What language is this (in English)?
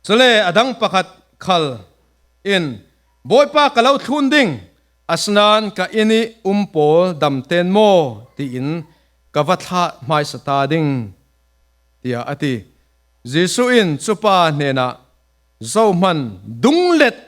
Falam Chin